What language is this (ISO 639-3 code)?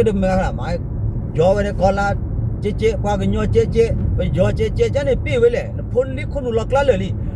ksw